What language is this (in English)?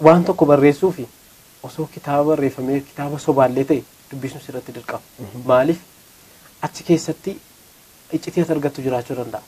Oromo